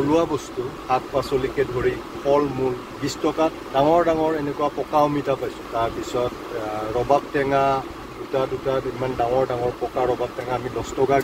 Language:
Assamese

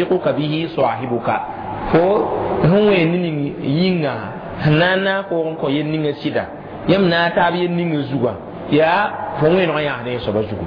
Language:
Mossi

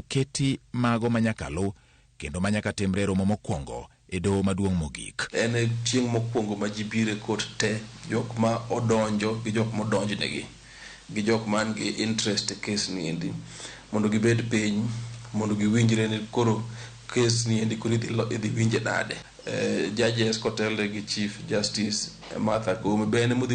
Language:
Luo (Kenya and Tanzania)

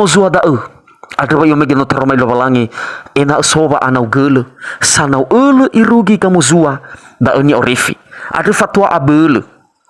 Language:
Nias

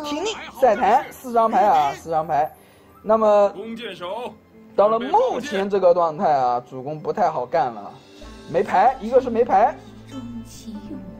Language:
Chinese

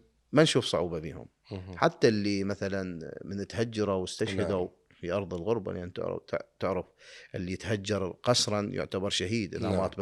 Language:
Mesopotamian Arabic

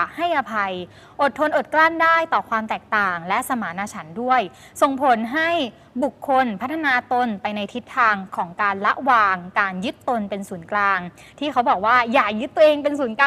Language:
Thai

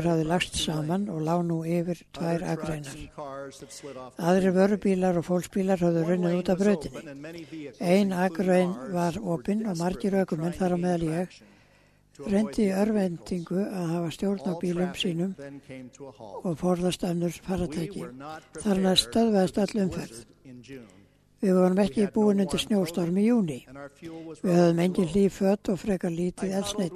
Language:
Icelandic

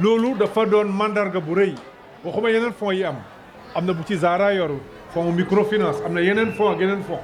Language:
Wolof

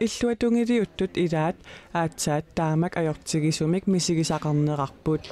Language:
Kalaallisut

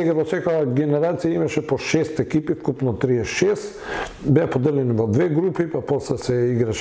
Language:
Macedonian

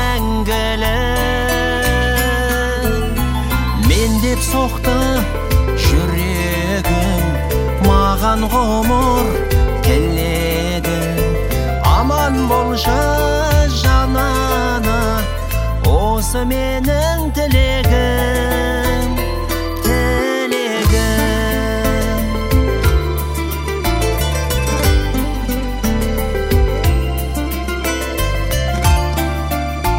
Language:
Kazakh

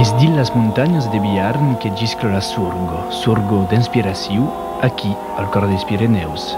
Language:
Occitan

